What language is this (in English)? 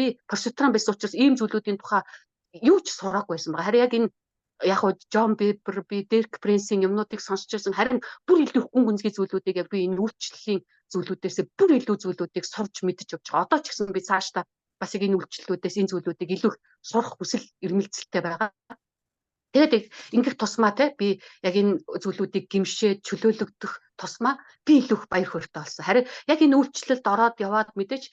Mongolian